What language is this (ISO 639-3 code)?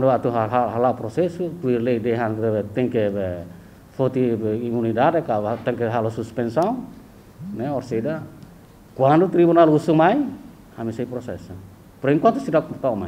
tet